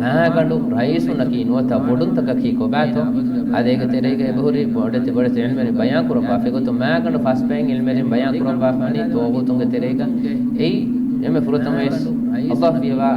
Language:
Divehi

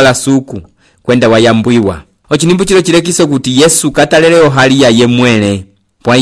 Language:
Umbundu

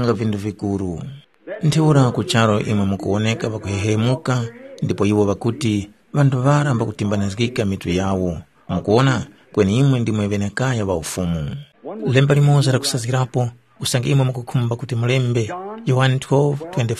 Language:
Tumbuka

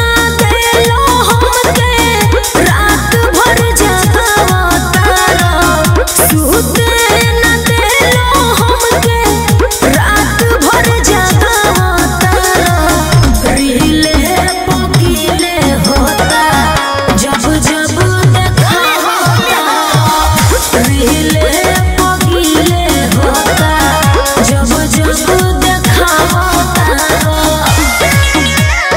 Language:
Bhojpuri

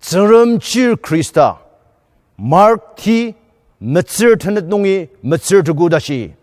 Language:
Ao Naga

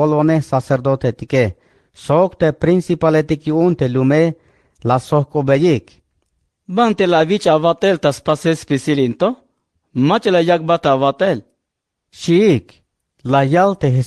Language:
Tzeltal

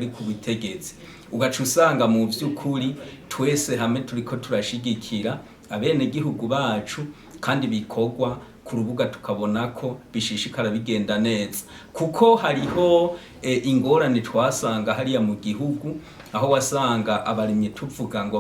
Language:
Rundi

